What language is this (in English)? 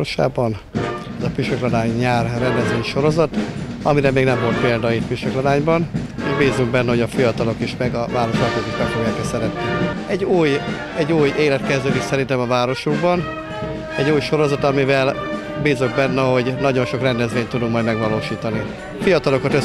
Hungarian